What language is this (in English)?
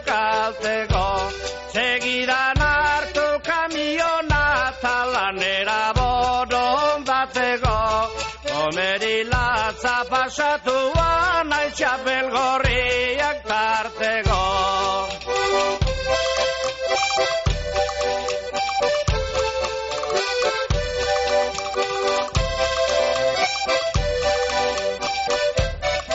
Basque